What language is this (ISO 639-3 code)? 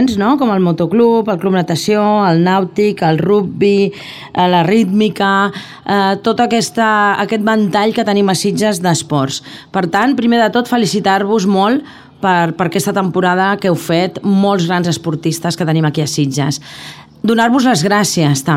cat